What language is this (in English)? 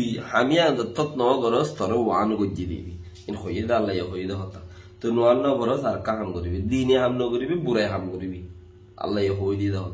Rohingya